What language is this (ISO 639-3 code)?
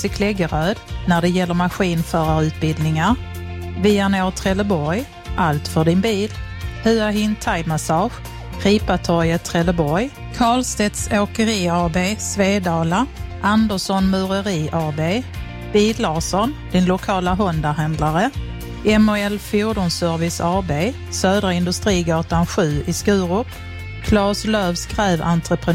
swe